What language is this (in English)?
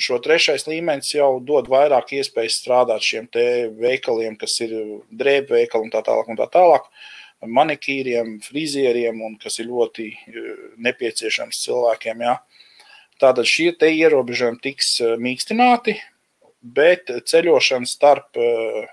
Latvian